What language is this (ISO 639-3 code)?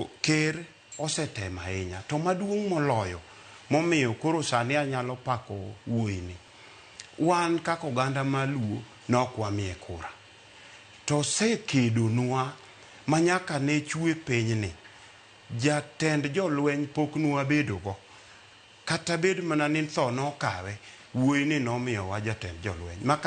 luo